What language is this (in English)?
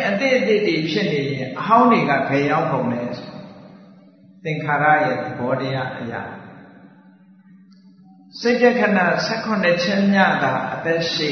Burmese